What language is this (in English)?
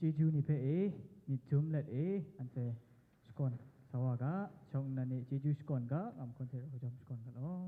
Kachin